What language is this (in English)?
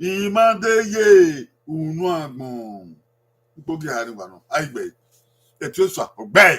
Bini